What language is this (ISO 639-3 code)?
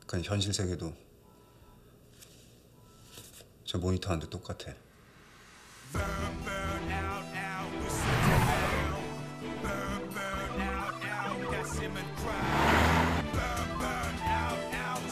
kor